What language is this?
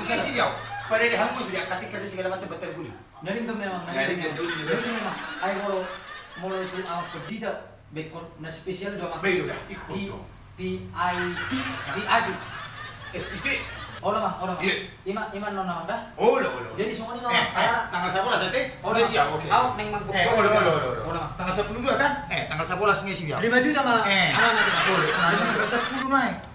Batak Toba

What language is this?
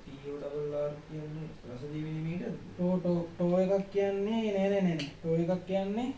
Sinhala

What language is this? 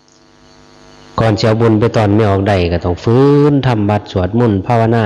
Lao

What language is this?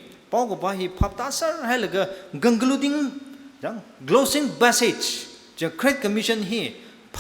Tangkhul Naga (India)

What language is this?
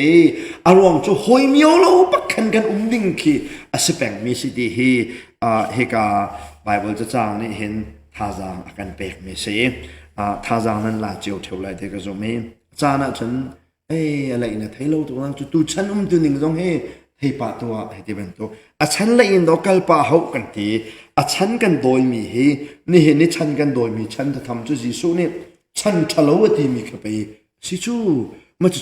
Hakha Chin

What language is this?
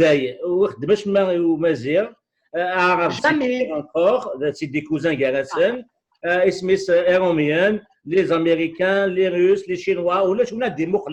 Kabyle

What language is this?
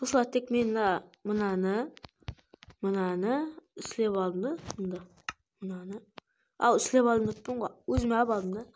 Kara-Kalpak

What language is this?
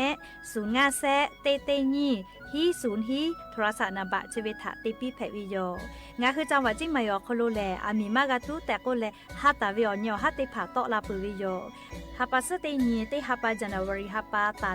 Lahu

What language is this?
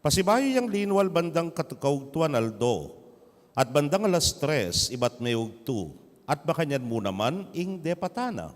Pampanga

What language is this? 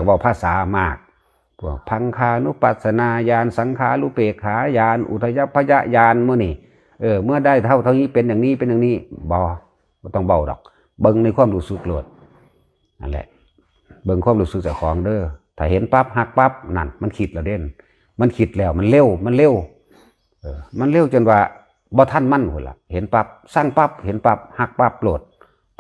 Northeastern Thai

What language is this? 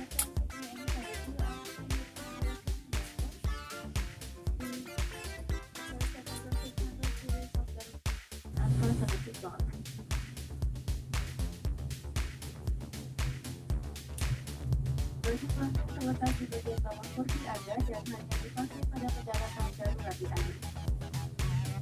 Indonesian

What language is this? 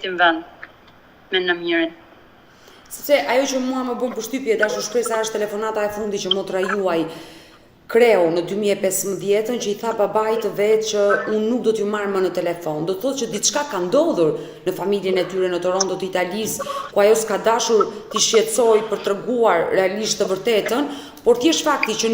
Albanian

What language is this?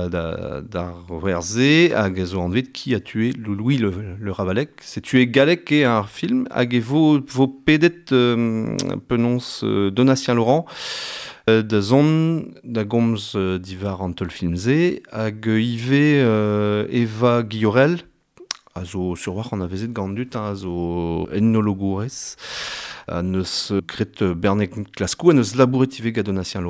Breton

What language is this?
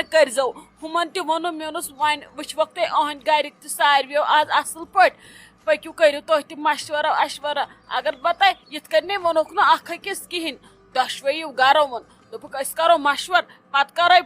Kashmiri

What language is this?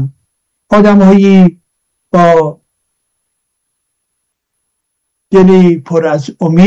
Persian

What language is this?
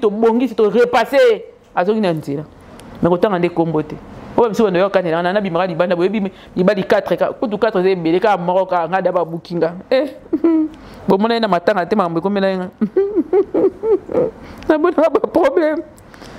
Lingala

